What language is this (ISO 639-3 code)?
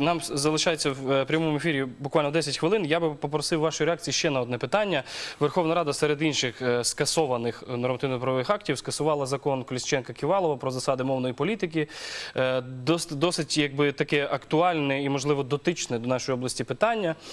ukr